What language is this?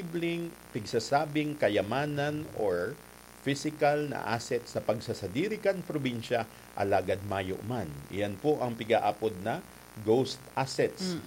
Bikol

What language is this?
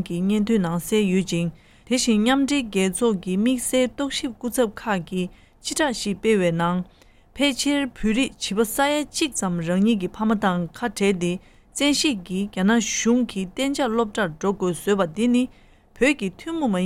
Tibetan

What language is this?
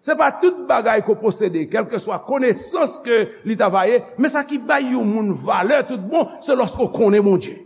Haitian Creole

